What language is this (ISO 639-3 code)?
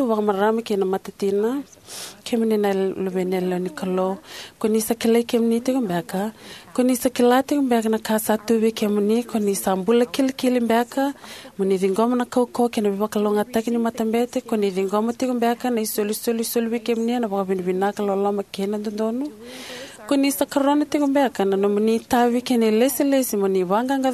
fij